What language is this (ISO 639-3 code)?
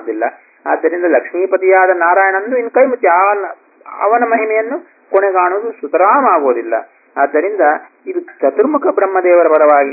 kan